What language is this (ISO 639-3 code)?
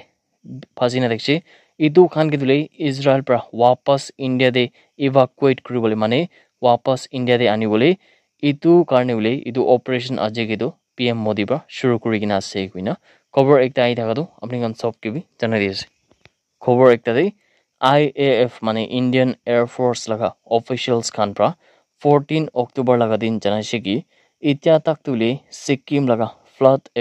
nag